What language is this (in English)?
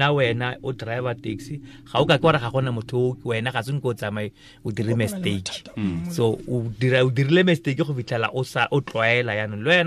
Tswana